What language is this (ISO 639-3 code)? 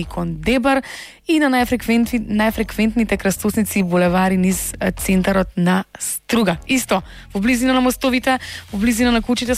mkd